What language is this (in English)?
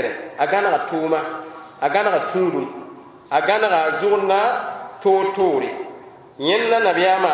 Mossi